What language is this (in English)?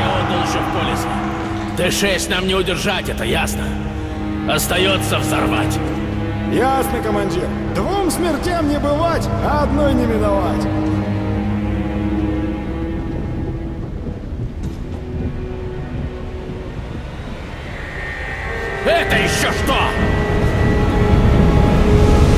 Russian